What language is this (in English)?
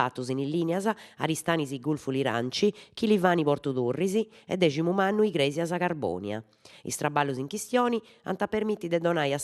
Sardinian